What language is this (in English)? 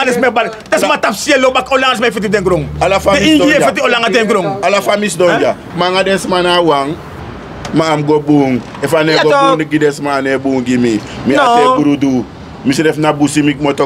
Sranan Tongo